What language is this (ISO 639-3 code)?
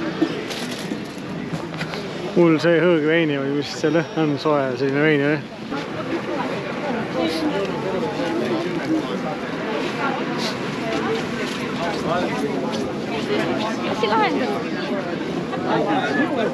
est